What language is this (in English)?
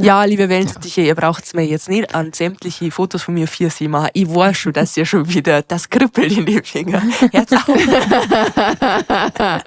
Bavarian